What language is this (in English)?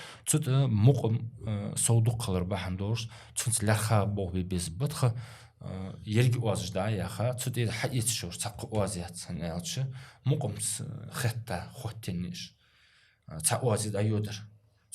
Ingush